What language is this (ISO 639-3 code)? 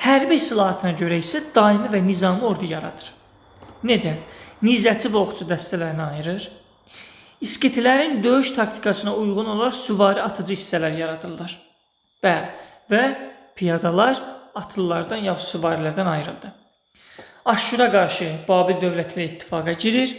aze